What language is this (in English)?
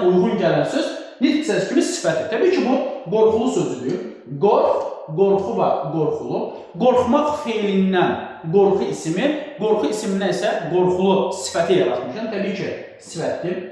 Azerbaijani